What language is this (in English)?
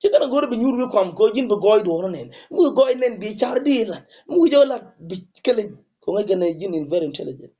Nuer